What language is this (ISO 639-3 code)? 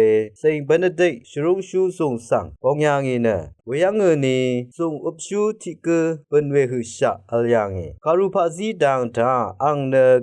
raw